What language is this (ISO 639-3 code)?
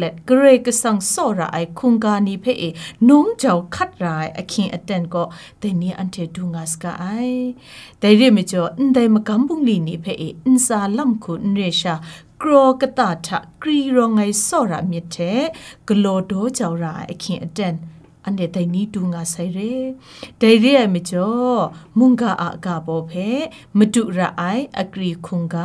kac